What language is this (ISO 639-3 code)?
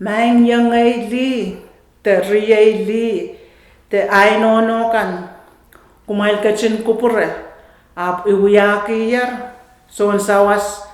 pon